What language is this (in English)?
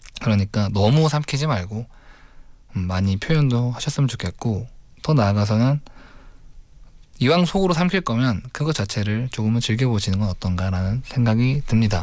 Korean